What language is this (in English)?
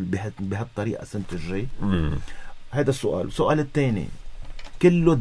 North Levantine Arabic